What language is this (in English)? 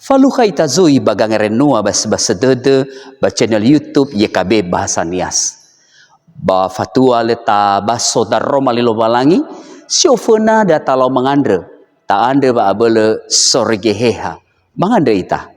Nias